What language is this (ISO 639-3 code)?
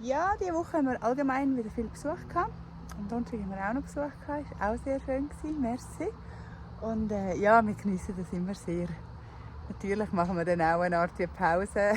gsw